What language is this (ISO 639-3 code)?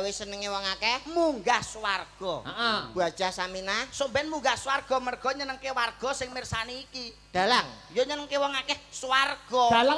jav